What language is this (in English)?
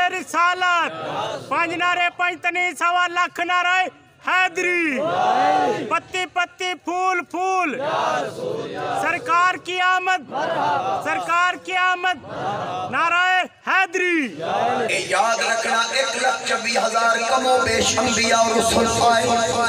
Urdu